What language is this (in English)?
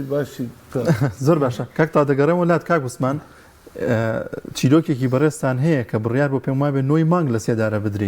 Central Kurdish